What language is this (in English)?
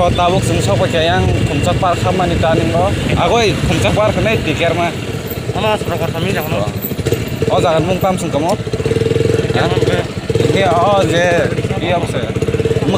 Kok Borok